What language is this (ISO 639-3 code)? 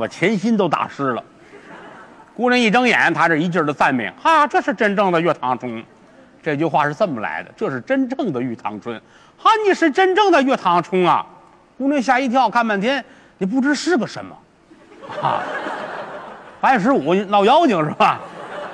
zho